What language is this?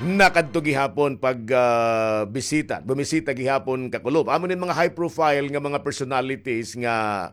Waray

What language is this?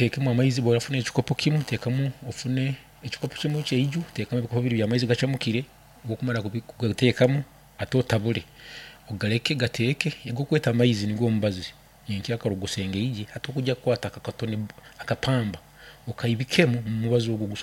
Nyankole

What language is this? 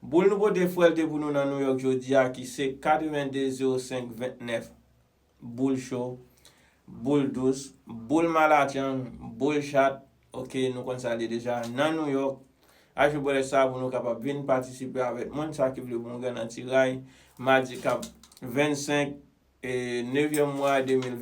Haitian Creole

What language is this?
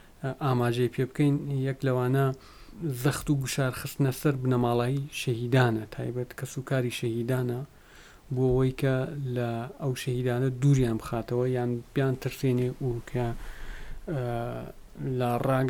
Central Kurdish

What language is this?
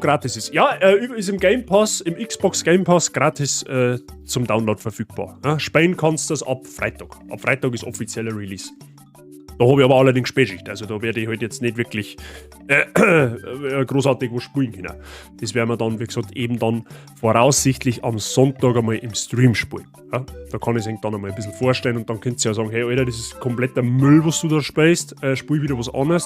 Bavarian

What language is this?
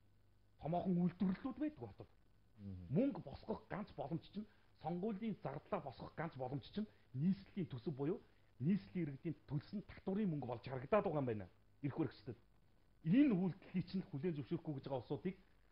Mongolian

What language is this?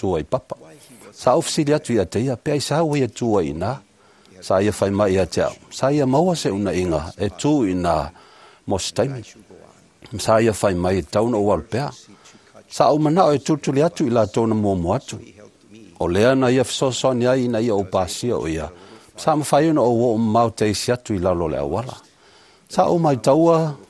Samoan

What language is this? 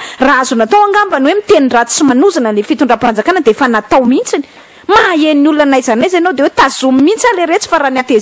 Malagasy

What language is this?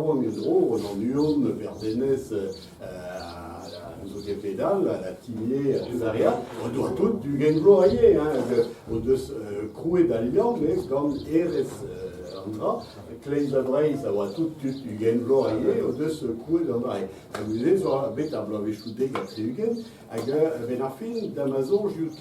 Breton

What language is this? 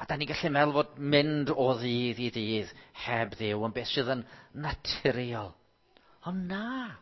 Welsh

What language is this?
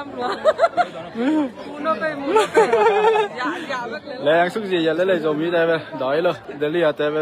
Tedim Chin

